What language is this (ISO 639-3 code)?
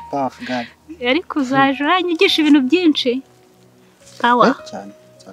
kin